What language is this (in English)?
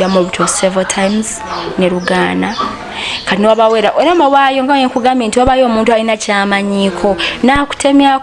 Ganda